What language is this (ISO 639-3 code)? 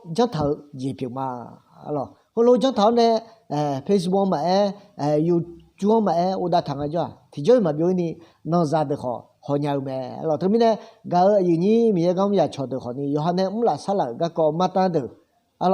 ahk